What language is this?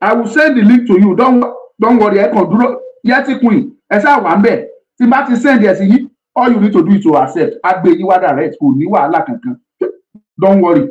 Yoruba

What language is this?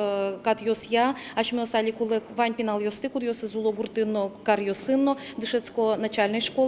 Udmurt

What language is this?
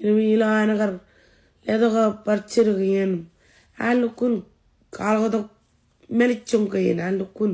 Marshallese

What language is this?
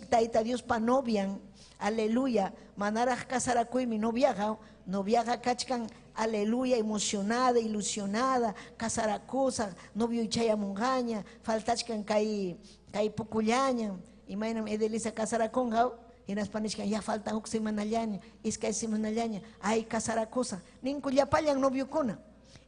Ayacucho Quechua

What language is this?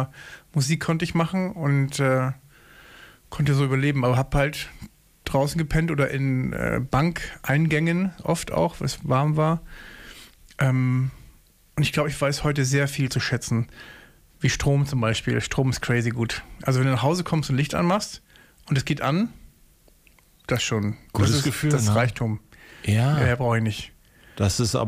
German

